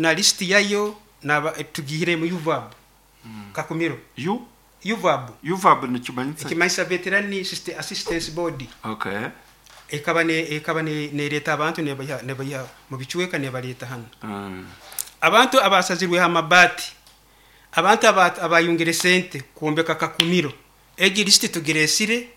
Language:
Nyoro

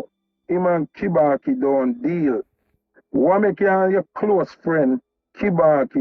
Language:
Jamaican Creole English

